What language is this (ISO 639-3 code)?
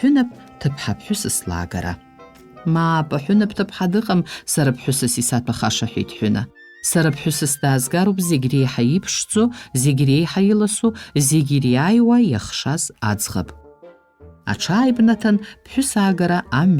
abk